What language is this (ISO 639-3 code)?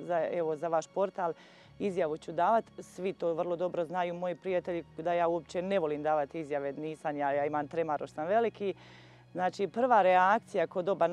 hrv